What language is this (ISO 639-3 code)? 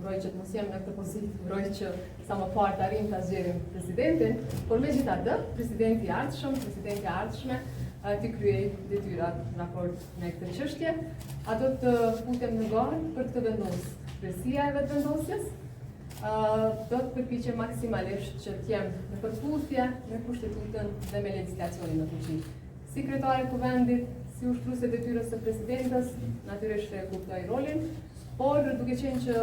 sqi